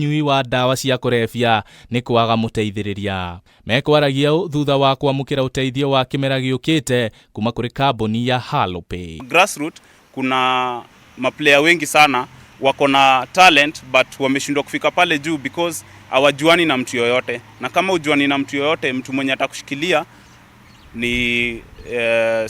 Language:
Kikuyu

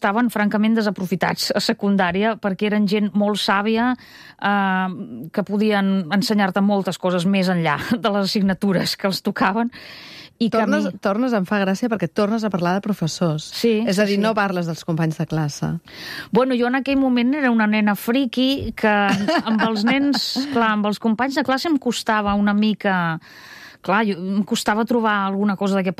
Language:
Catalan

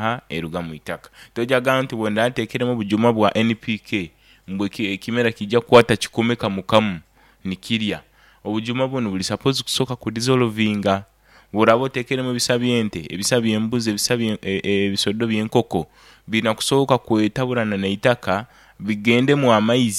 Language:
Nyoro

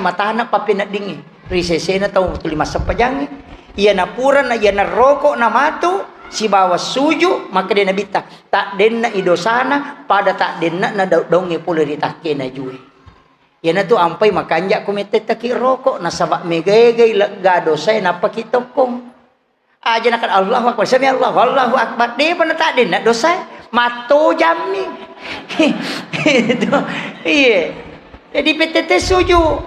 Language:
Buginese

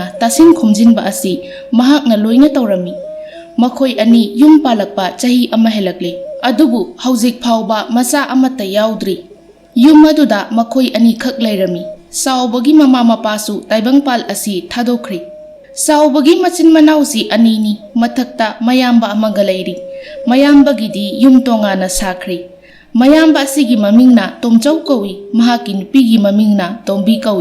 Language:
Manipuri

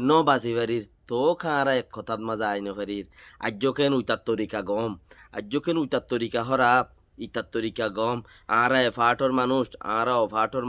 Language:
Rohingya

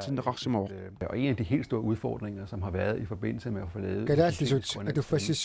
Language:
Kalaallisut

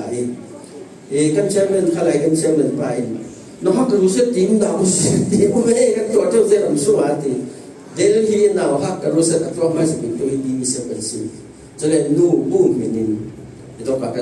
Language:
Falam Chin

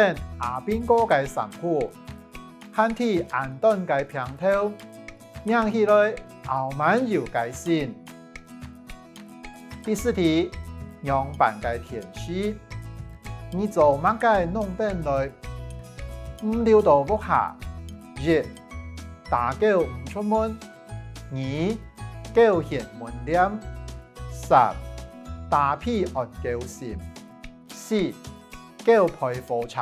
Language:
Hakka Chinese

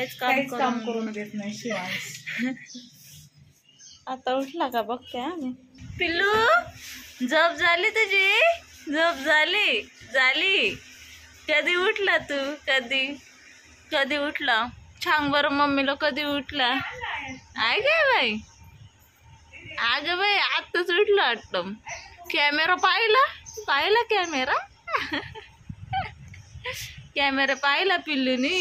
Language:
Marathi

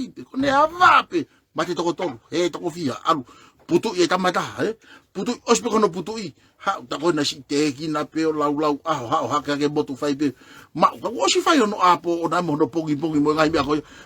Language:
Tongan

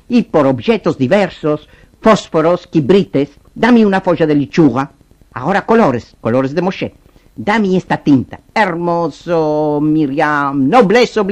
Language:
Ladino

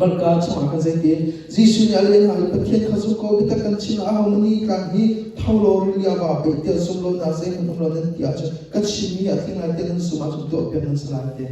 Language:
Hakha Chin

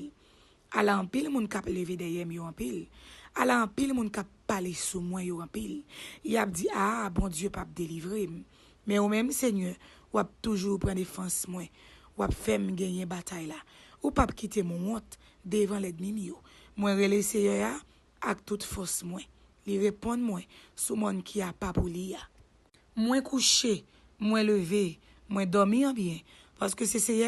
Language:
Haitian Creole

